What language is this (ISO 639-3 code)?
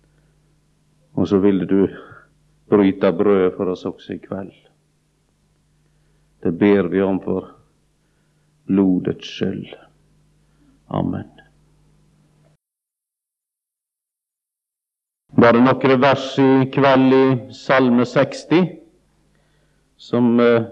nor